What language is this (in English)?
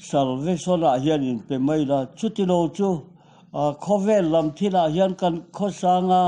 Mizo